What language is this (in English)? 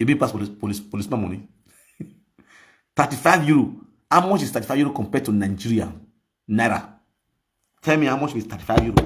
Nigerian Pidgin